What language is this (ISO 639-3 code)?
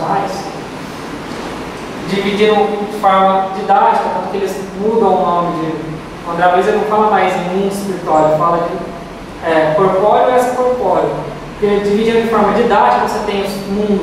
por